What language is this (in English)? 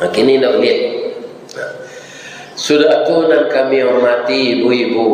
Minangkabau